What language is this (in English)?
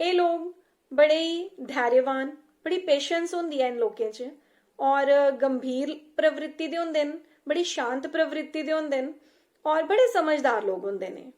Dogri